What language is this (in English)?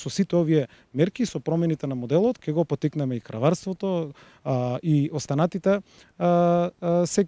Macedonian